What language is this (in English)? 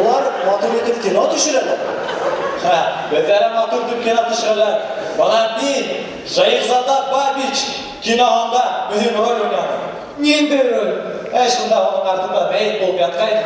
Bashkir